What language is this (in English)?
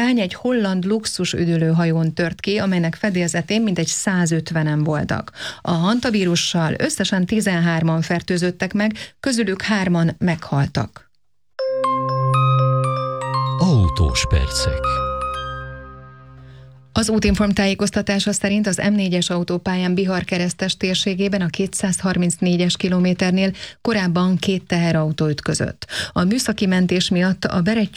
Hungarian